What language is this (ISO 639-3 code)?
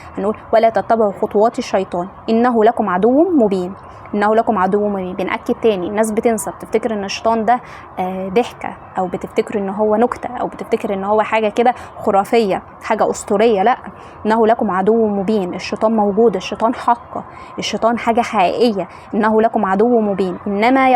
arz